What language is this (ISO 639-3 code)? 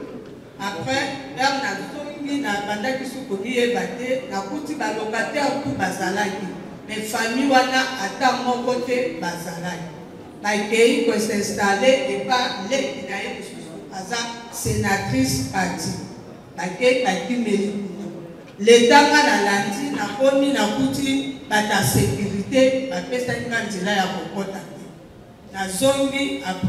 lin